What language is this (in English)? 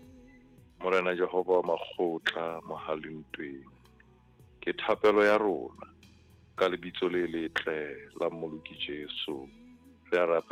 Southern Sotho